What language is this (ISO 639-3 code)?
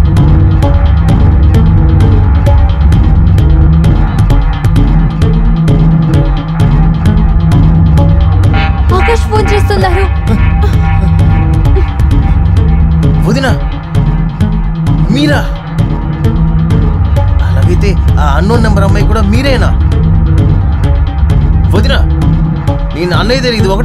tel